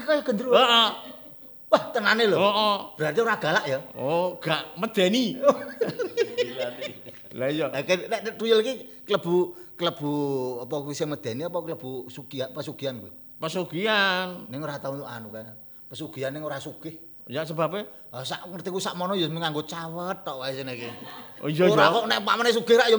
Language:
Javanese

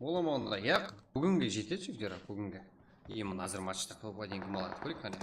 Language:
Kara-Kalpak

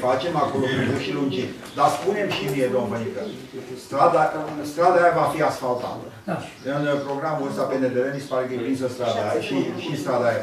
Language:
Romanian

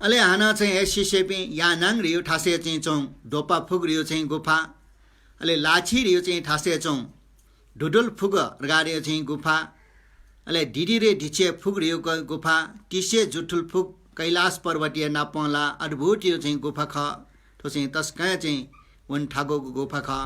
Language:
Newari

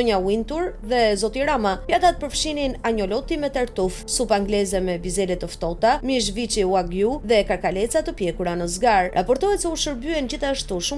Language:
Albanian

